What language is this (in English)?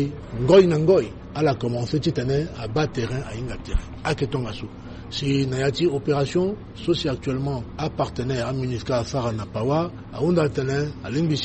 Sango